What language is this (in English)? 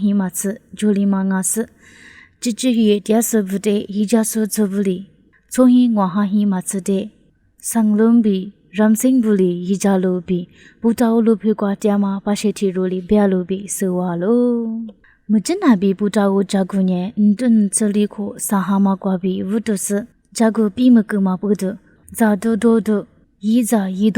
Lisu